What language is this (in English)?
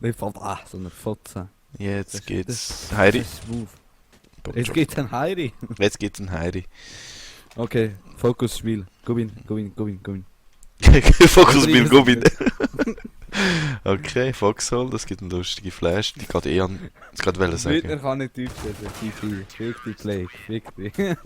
Swiss German